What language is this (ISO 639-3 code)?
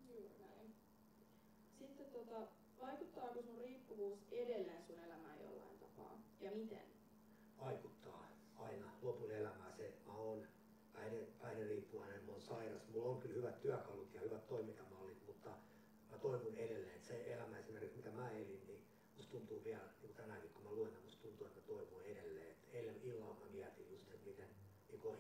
fin